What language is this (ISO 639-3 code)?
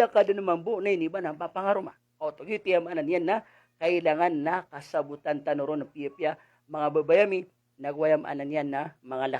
mrw